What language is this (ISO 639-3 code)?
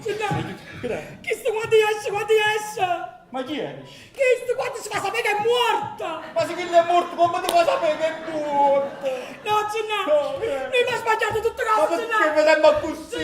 nap